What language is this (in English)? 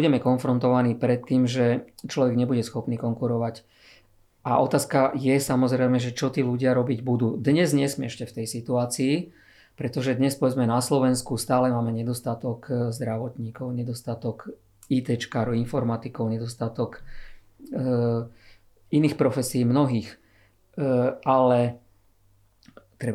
Slovak